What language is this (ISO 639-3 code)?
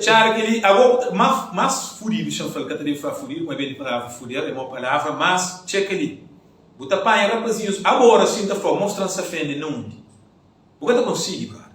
kea